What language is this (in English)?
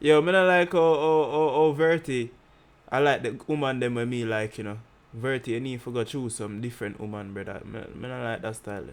Jamaican Creole English